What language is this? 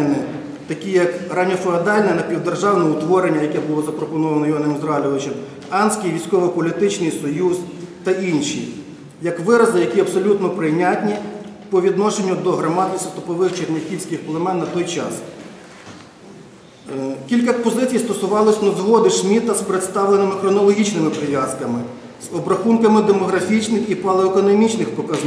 Ukrainian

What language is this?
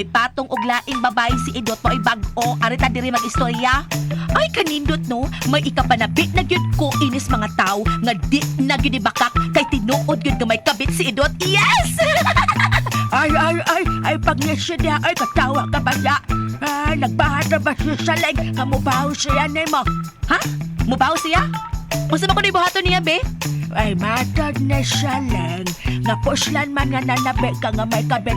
Cebuano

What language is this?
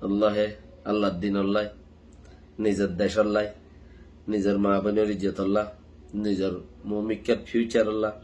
Rohingya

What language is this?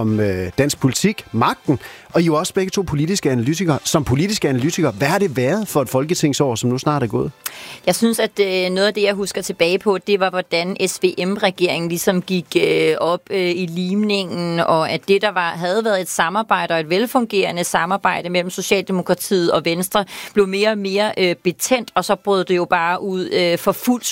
Danish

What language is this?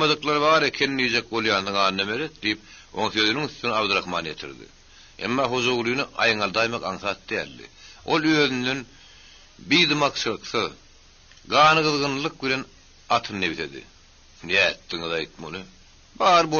Turkmen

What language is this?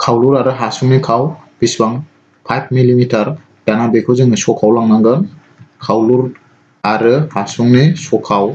Bodo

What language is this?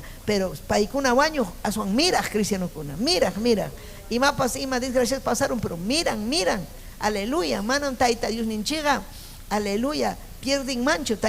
Ayacucho Quechua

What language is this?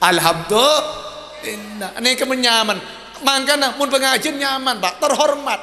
Madurese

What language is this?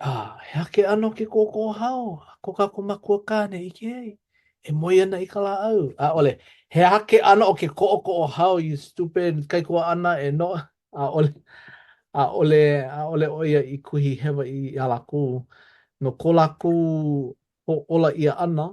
Hawaiian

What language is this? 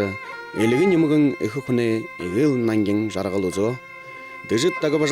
Buriat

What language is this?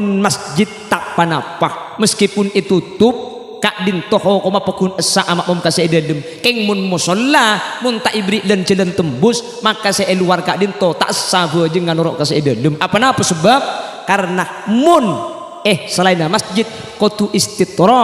Madurese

